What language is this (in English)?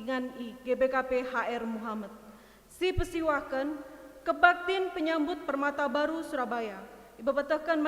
Batak Karo